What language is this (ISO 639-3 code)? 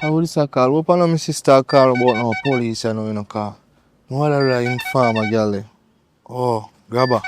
jam